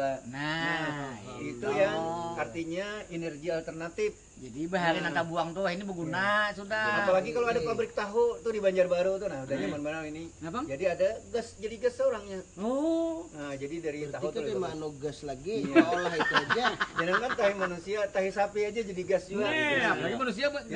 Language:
Banjar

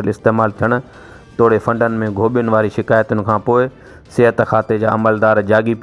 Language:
Sindhi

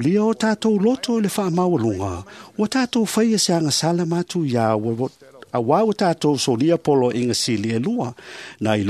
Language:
Samoan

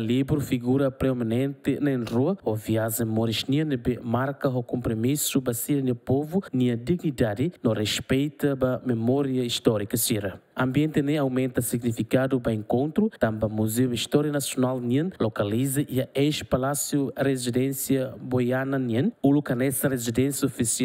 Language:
Tetum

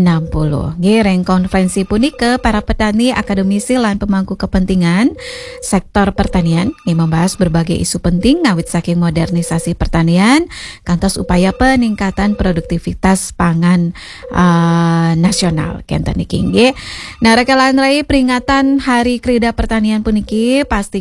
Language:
Balinese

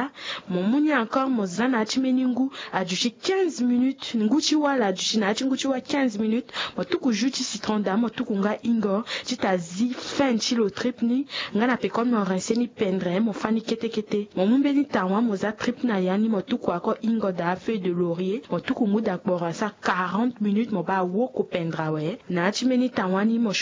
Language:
Sango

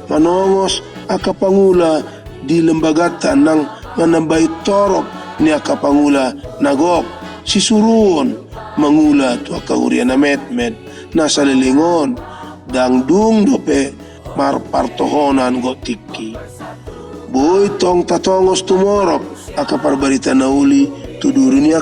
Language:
Batak Toba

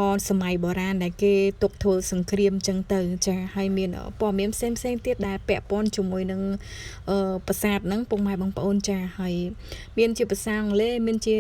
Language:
Khmer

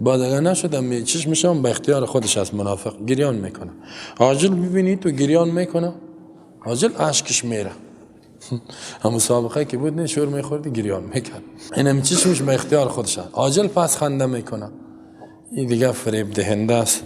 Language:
Persian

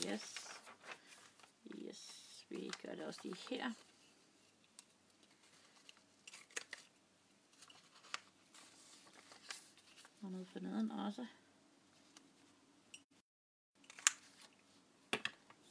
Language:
Danish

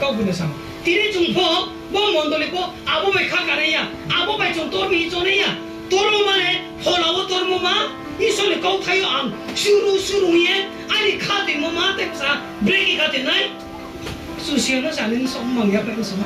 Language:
Riang (India)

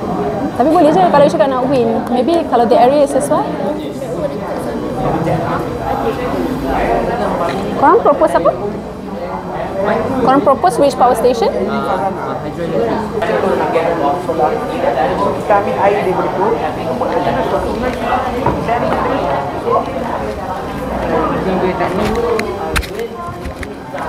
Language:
Malay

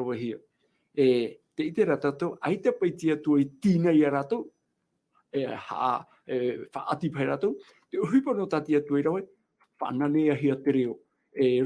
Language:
Tahitian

